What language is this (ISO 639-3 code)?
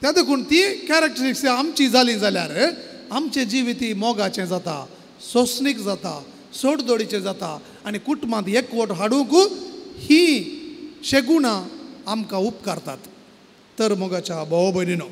kok